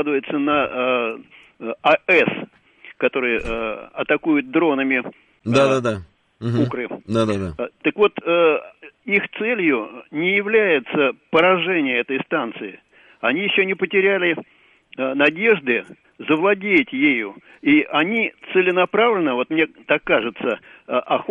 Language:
Russian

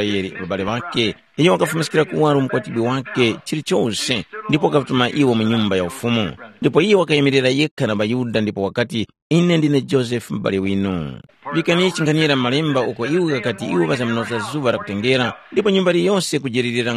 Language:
Tumbuka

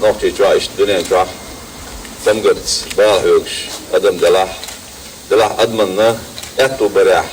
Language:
Chechen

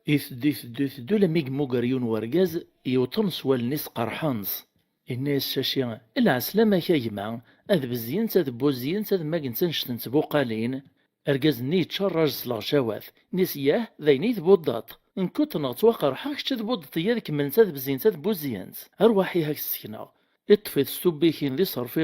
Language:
Kabyle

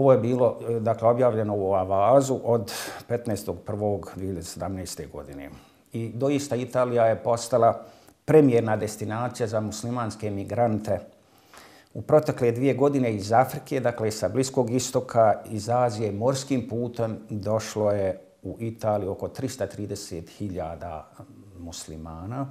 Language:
Bosnian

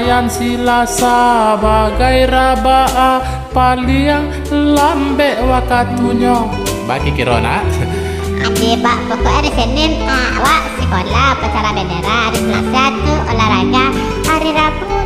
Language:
Minangkabau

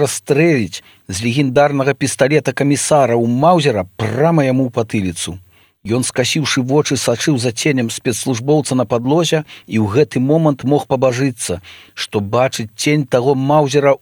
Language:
Belarusian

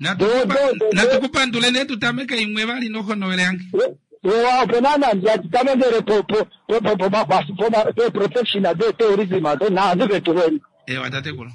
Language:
Kuanyama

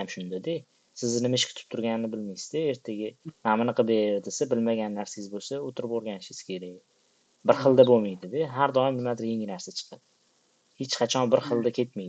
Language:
Uzbek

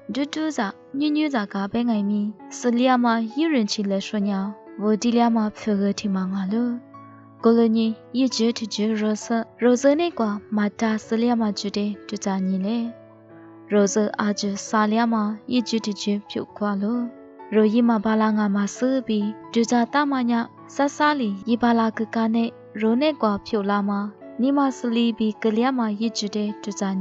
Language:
Lisu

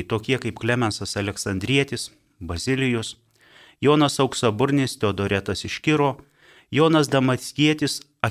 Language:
Lithuanian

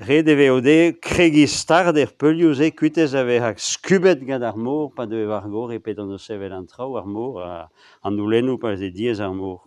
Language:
Breton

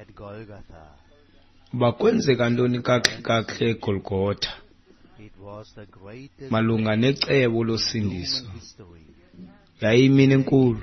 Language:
Xhosa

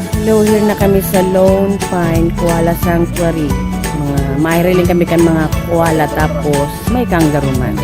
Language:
Bikol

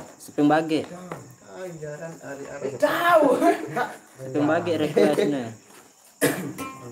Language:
Sasak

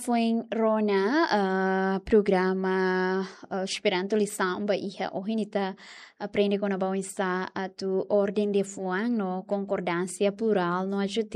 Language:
Tetum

